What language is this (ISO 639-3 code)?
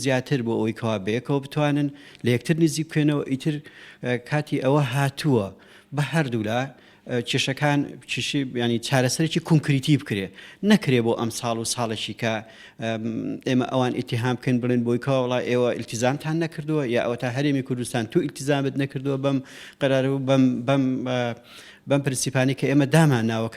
ckb